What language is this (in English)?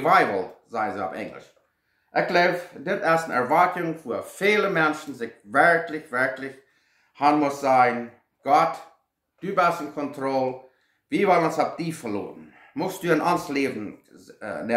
Plautdietsch